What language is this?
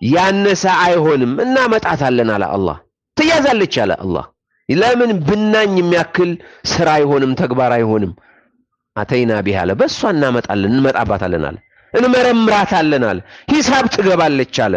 Amharic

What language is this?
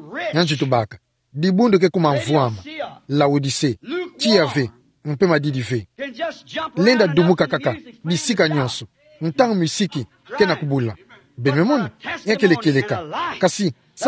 Kituba (Democratic Republic of Congo)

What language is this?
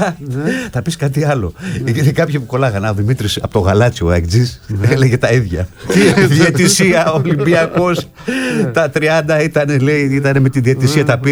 Greek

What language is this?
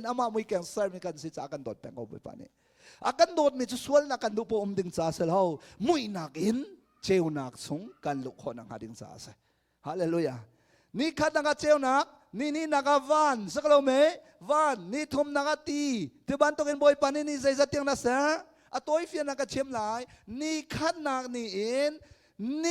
Hakha Chin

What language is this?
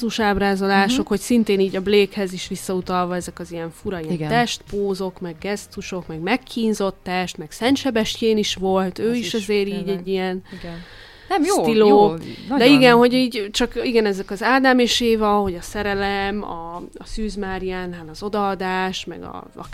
Hungarian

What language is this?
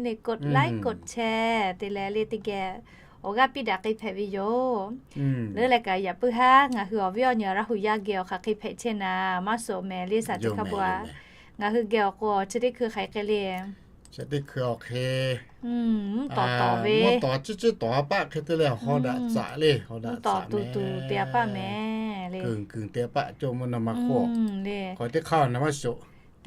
Lahu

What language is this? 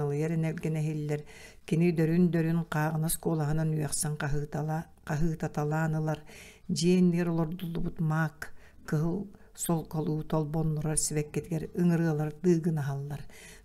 Yakut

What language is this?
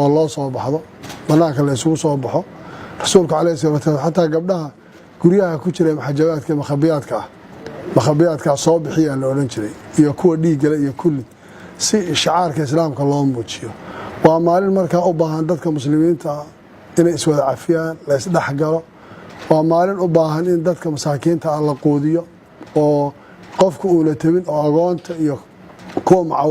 Somali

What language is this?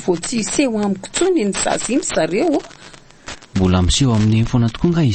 Malagasy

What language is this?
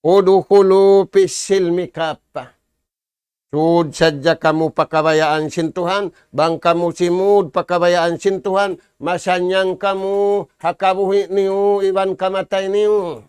Tausug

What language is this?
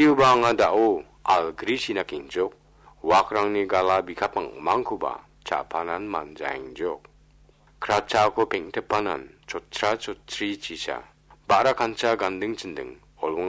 Garo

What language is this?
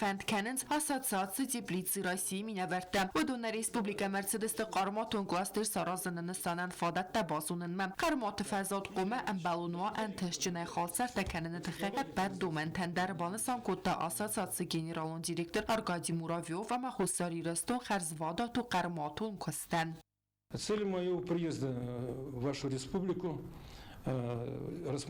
Ossetic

